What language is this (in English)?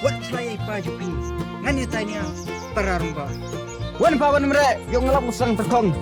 Khasi